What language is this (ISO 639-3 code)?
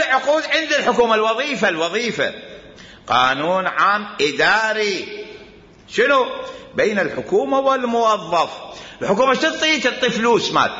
acm